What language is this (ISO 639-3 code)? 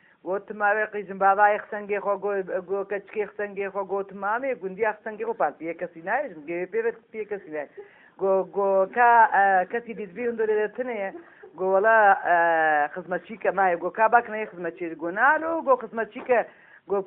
kur